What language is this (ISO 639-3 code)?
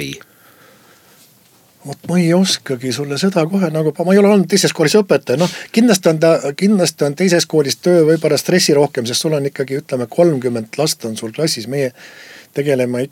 est